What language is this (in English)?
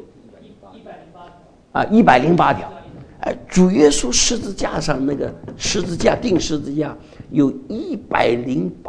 Chinese